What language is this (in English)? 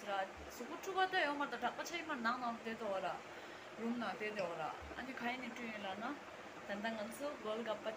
Tibetan